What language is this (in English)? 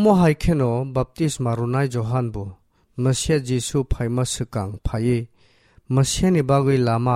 Kok Borok